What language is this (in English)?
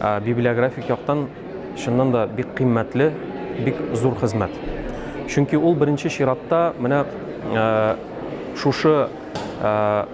Tatar